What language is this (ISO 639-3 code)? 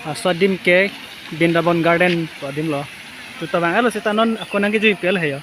mjw